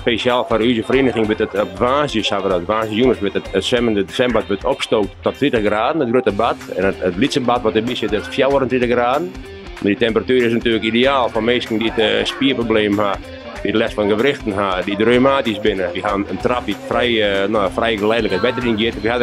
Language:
Western Frisian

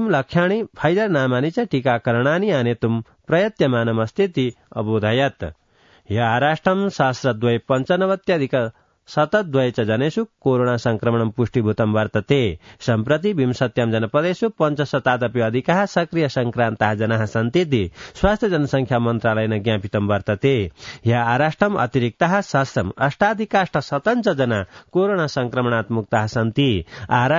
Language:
Sanskrit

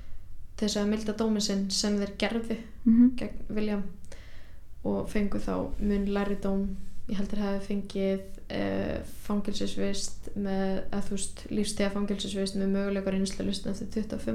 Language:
Icelandic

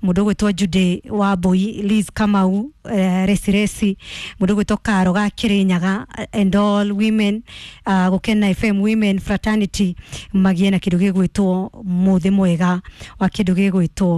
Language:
Kikuyu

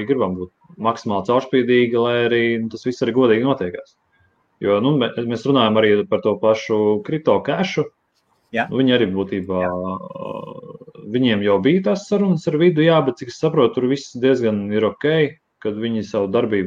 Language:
Latvian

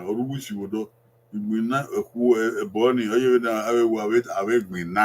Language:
Bini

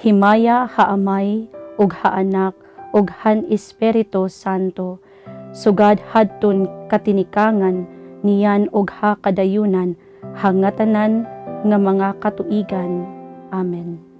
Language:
Waray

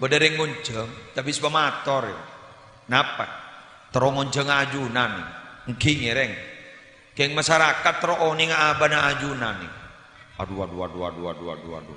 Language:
Madurese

